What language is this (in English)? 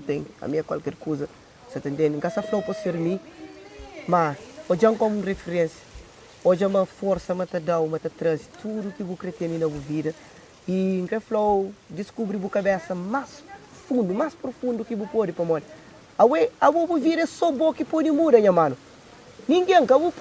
Kabuverdianu